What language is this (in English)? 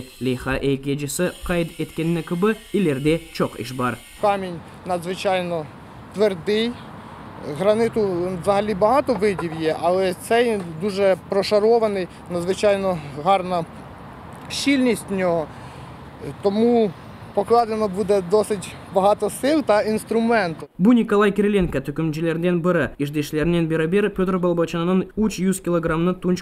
Crimean Tatar